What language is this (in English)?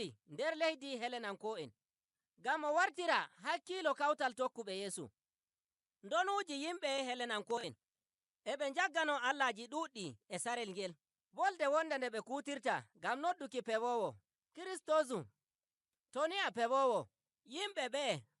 Nigerian Fulfulde